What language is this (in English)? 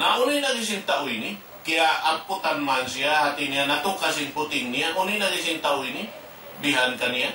Tausug